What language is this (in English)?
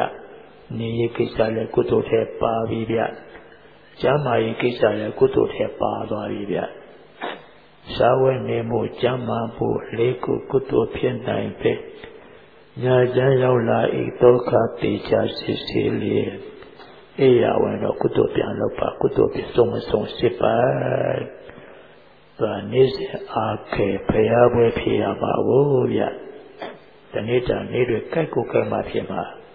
Burmese